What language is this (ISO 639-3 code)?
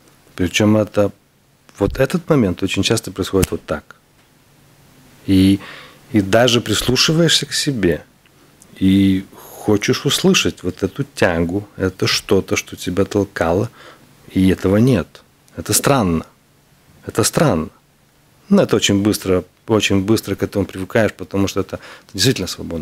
rus